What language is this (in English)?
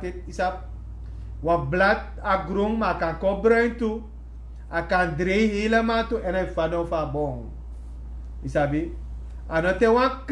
Sranan Tongo